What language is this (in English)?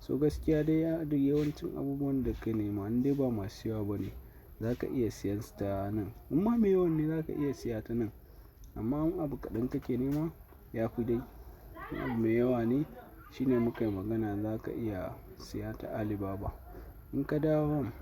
Hausa